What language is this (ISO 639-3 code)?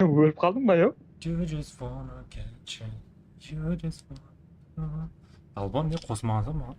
kaa